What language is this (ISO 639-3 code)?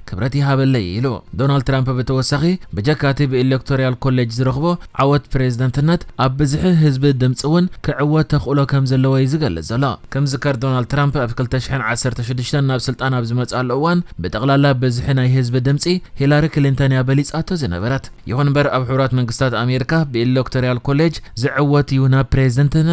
tir